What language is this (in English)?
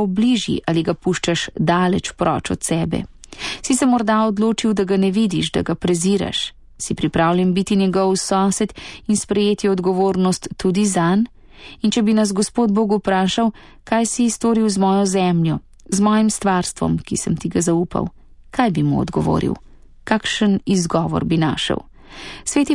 Slovenian